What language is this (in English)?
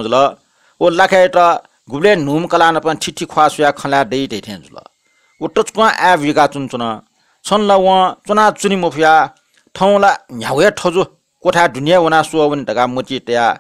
Newari